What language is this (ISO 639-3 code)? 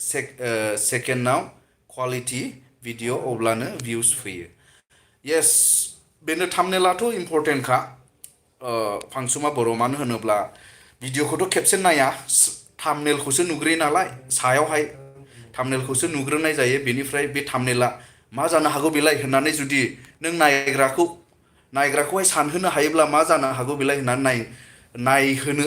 brx